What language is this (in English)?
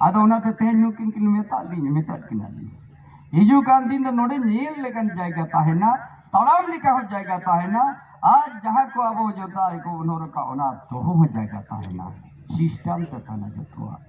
Santali